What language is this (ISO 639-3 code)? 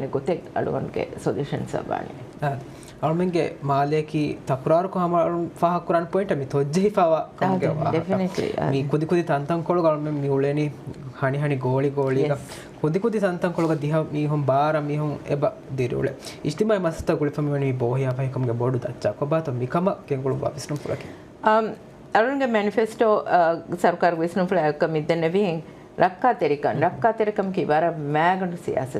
div